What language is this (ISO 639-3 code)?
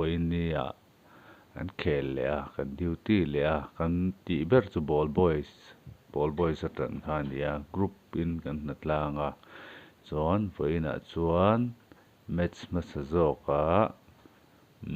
lus